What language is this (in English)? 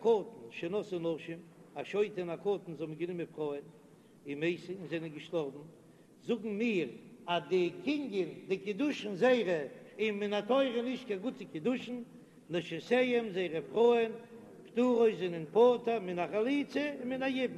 Yiddish